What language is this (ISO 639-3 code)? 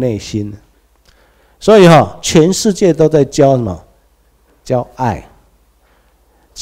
zho